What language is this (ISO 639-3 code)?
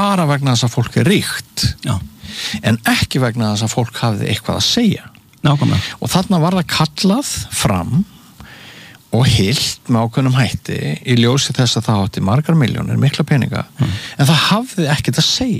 isl